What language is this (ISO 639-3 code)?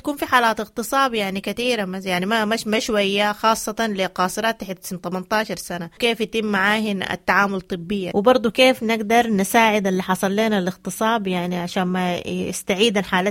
apd